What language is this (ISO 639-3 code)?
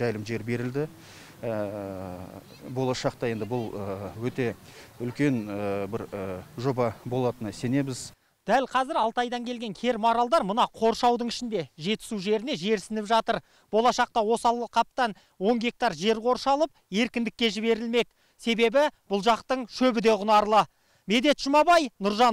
kaz